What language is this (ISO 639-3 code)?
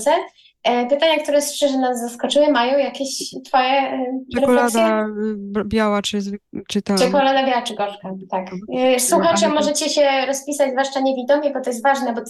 pol